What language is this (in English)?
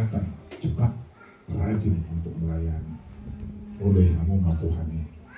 Batak Toba